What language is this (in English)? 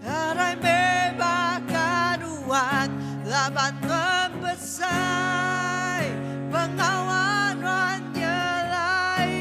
Iban